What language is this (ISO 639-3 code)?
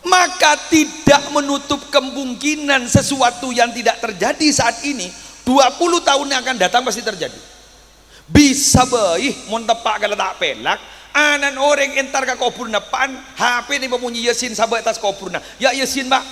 mad